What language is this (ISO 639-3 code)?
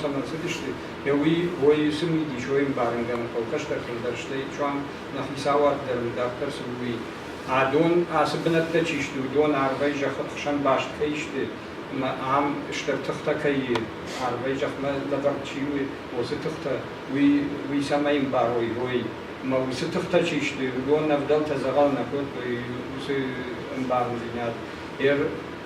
oss